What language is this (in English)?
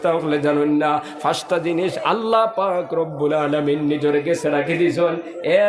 Sylheti